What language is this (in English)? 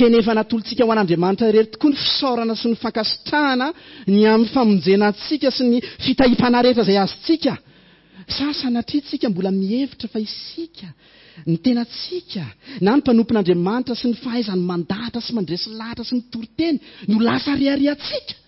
Malagasy